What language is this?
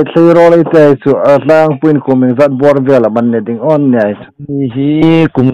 Hmar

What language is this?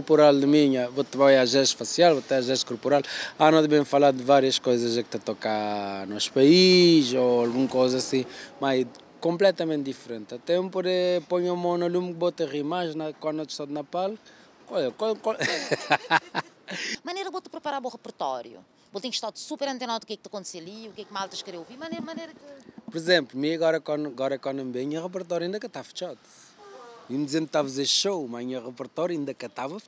Portuguese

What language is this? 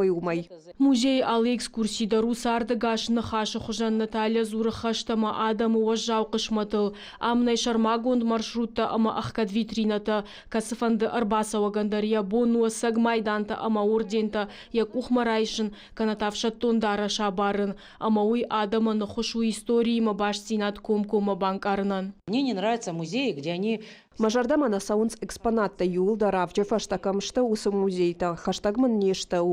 Ossetic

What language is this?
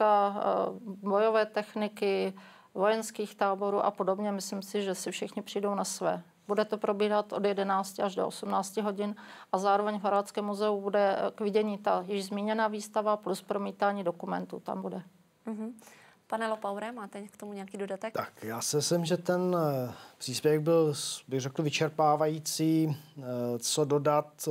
Czech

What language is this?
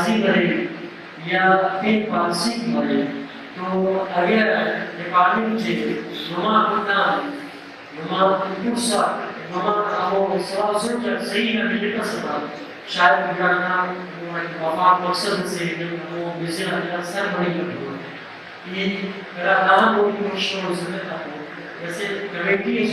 Brahui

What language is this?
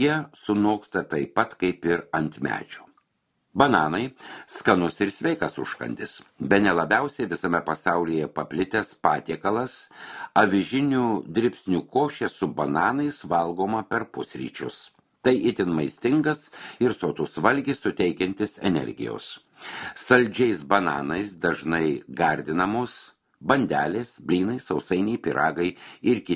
Lithuanian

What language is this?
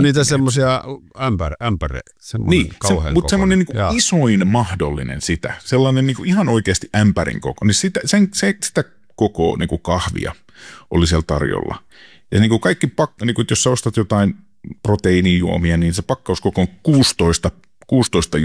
Finnish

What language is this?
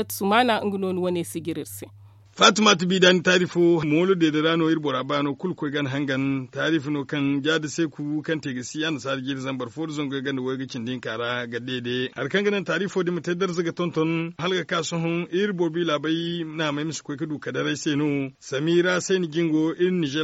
Zarma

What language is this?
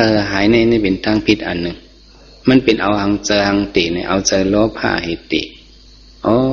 Shan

